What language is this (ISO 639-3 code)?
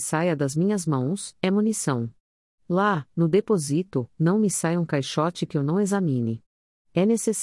por